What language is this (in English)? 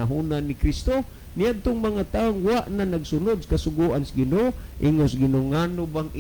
Cebuano